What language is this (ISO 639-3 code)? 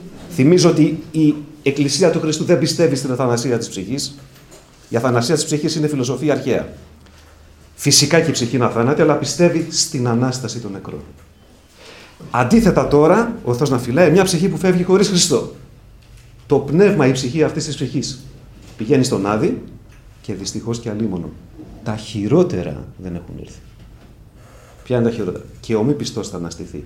ell